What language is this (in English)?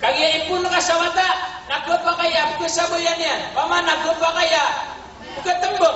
Maranao